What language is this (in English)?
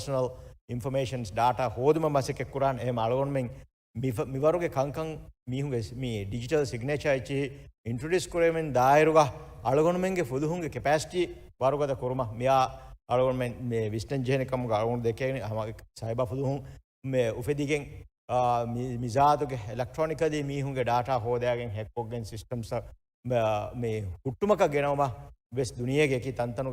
Divehi